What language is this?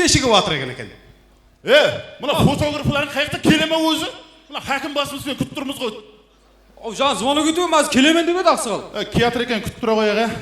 Kara-Kalpak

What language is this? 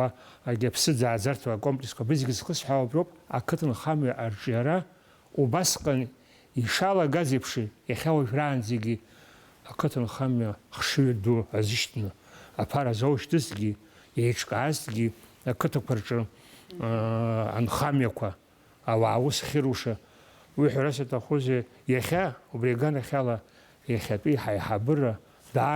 Abkhazian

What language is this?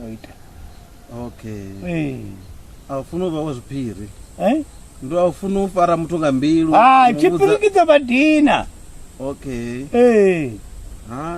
Venda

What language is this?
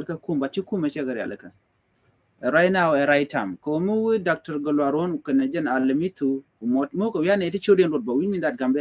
Nuer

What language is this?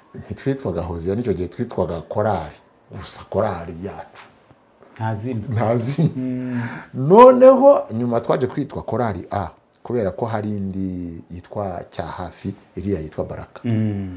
Kinyarwanda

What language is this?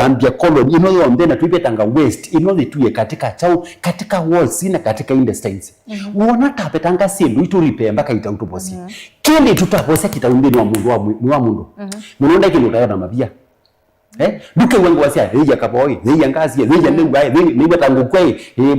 Kamba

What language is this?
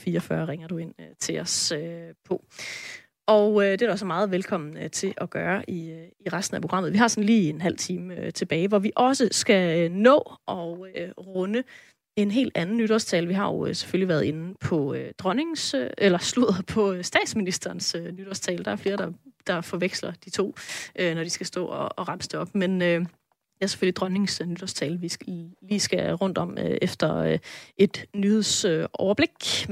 Danish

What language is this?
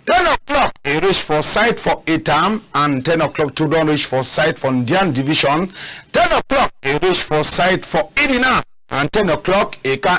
Cameroon Pidgin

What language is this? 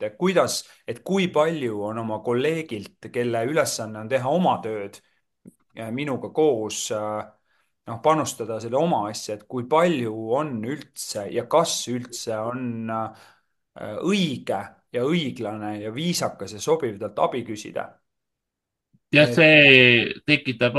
Estonian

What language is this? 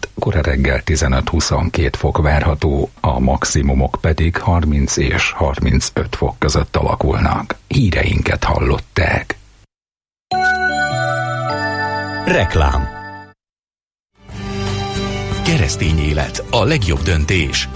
Hungarian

